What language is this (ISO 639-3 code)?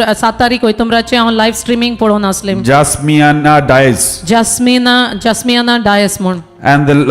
kok